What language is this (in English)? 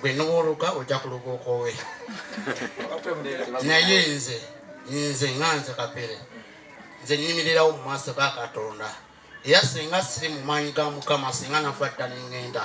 Ganda